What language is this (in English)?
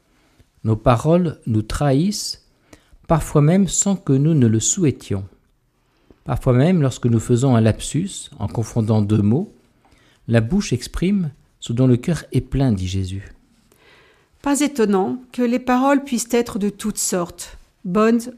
French